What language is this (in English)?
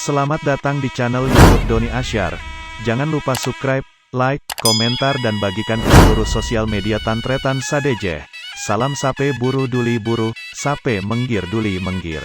Madurese